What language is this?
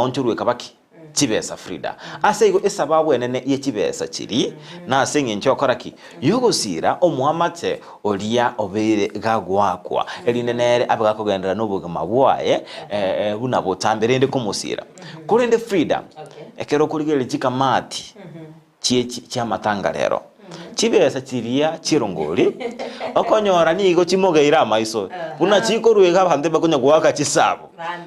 Gusii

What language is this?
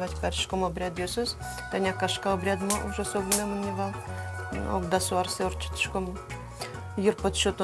Udmurt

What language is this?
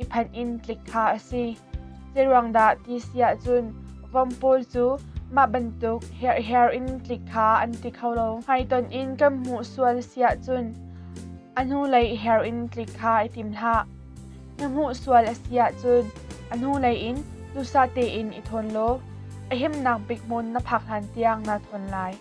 Hakha Chin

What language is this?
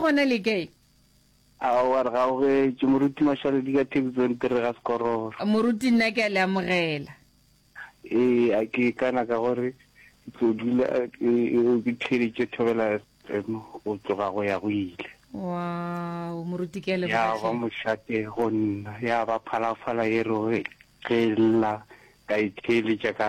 Northern Sotho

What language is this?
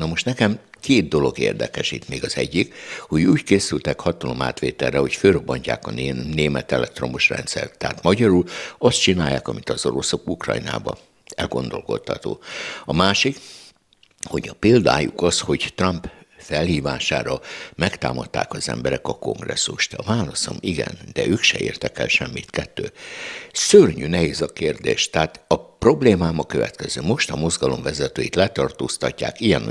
Hungarian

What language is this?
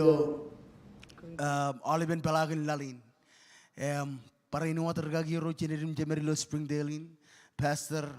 Marshallese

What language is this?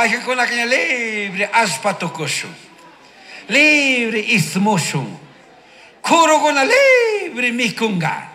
Chimborazo Highland Quichua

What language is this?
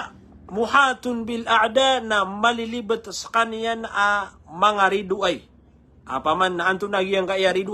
Maranao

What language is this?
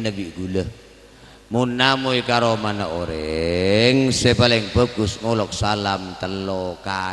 Madurese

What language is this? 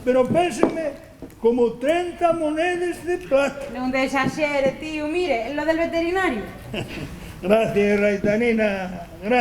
Asturian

